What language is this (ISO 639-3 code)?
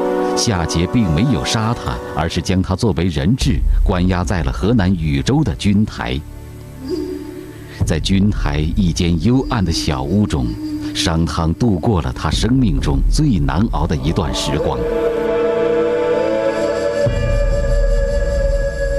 zho